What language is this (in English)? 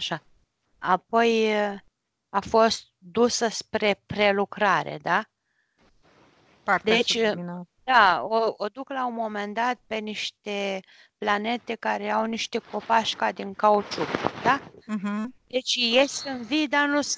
Romanian